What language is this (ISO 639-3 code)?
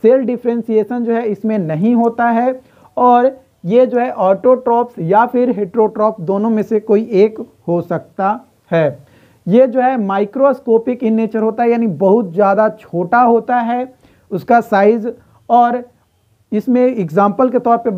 hin